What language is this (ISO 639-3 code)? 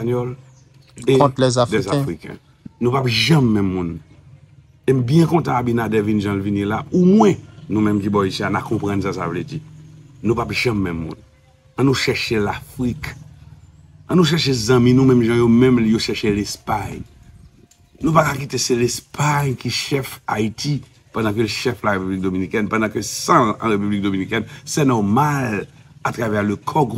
hat